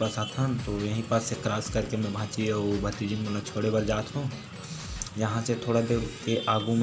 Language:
Chhattisgarhi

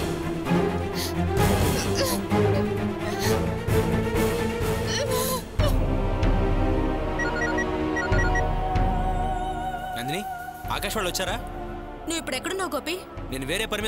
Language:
Telugu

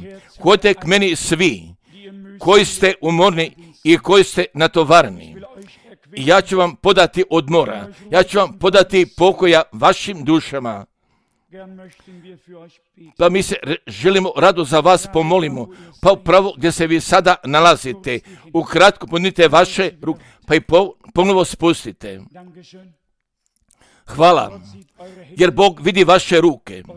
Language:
Croatian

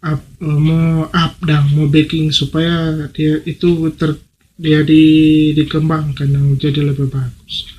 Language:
Manado Malay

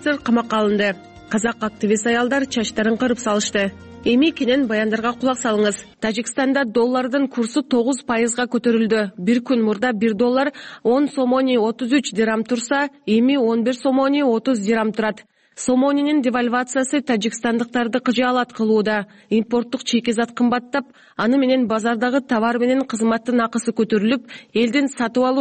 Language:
Kyrgyz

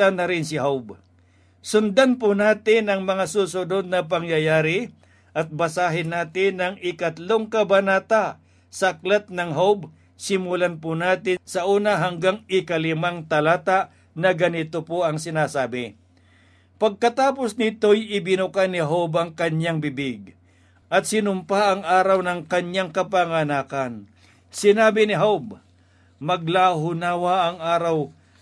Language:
Filipino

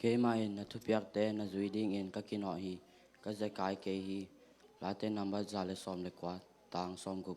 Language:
Tedim Chin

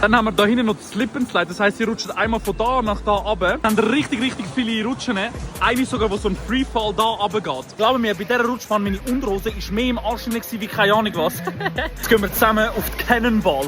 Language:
Swiss German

